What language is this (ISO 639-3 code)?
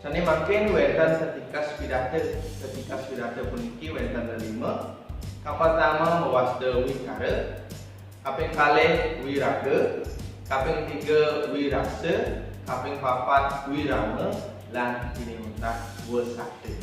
ban